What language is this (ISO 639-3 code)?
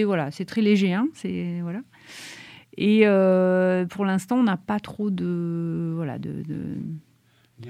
fra